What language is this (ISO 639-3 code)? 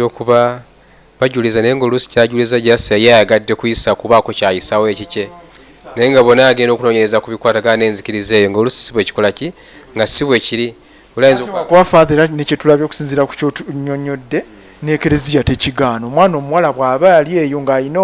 lug